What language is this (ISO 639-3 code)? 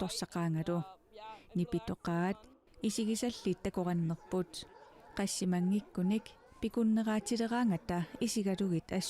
kal